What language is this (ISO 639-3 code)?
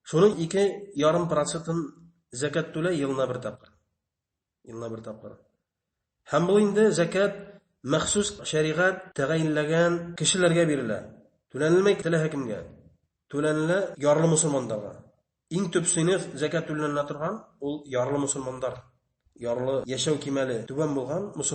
bak